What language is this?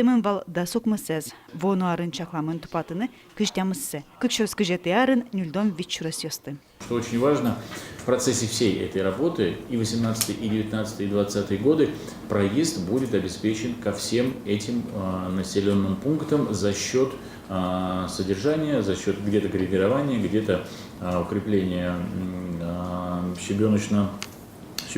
Udmurt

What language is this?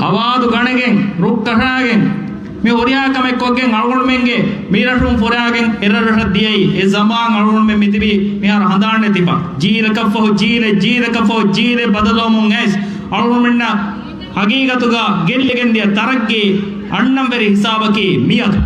Divehi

